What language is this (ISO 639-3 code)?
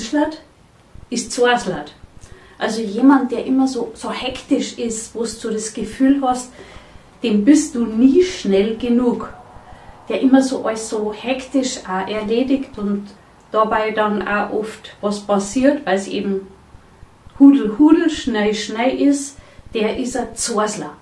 bar